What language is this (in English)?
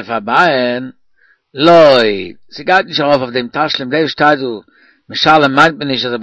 Yiddish